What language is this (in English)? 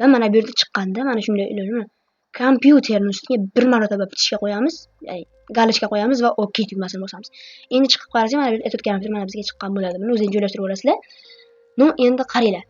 Uzbek